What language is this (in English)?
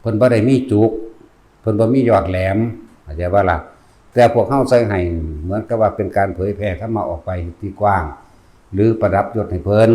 Northeastern Thai